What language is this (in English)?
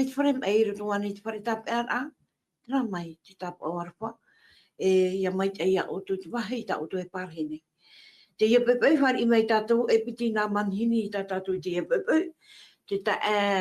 Tahitian